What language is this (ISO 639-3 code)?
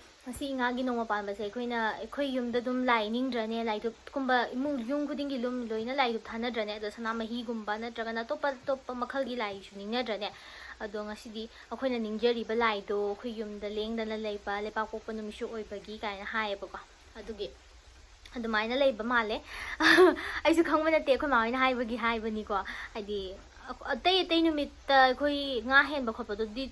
mni